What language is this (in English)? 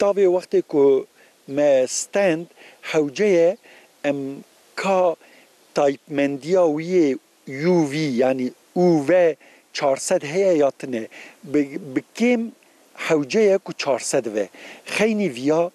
Kurdish